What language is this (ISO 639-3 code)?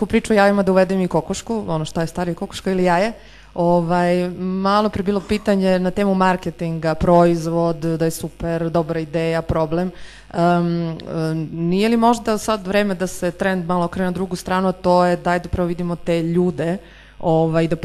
srp